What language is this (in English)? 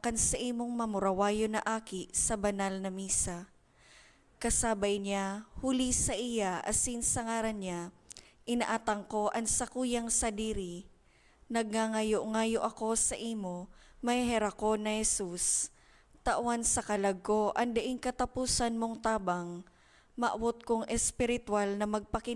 Bikol